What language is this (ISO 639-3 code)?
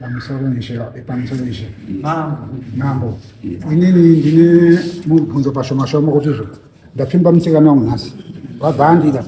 sna